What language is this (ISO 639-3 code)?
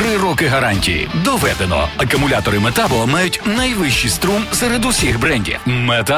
ukr